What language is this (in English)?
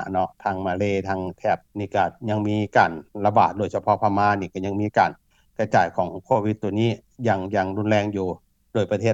Lao